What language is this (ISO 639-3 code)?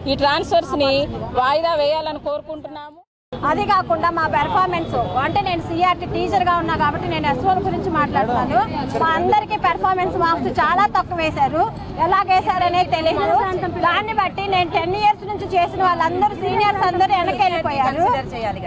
tel